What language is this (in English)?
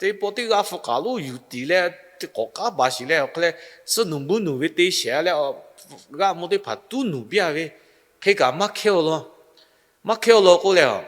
Lahu